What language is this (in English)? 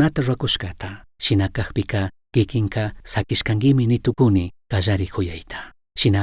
Chimborazo Highland Quichua